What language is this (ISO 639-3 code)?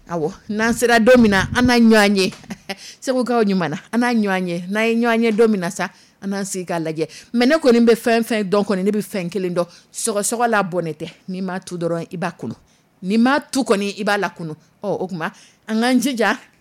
dyu